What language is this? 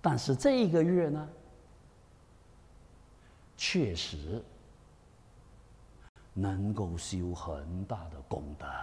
Chinese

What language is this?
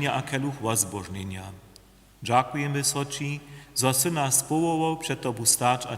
Upper Sorbian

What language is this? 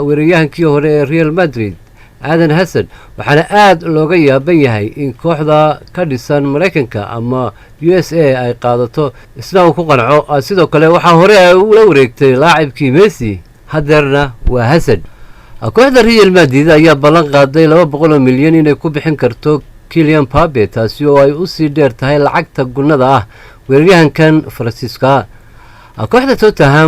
Somali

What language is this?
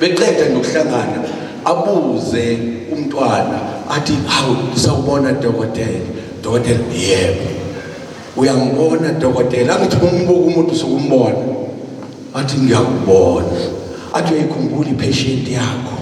Zulu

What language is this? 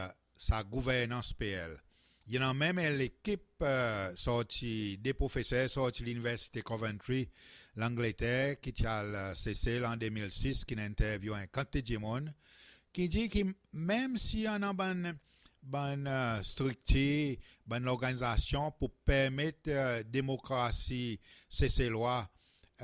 Seselwa Creole French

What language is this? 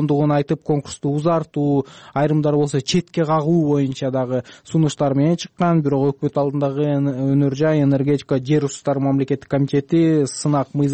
Kyrgyz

